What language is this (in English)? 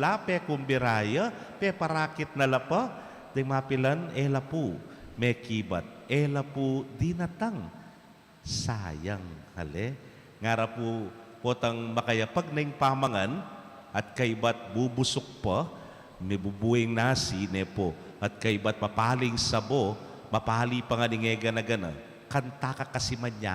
Pampanga